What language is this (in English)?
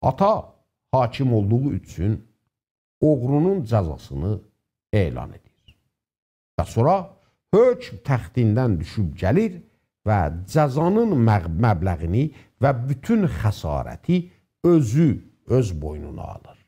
South Azerbaijani